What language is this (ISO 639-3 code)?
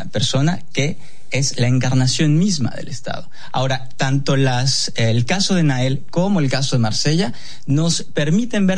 spa